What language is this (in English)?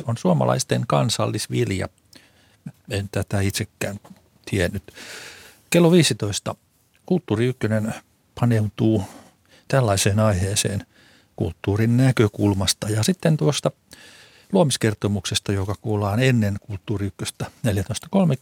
Finnish